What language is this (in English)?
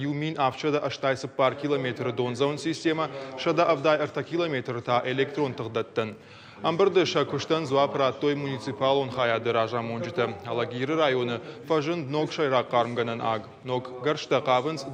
Ossetic